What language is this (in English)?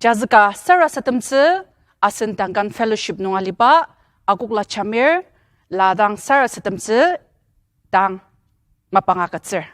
Ao Naga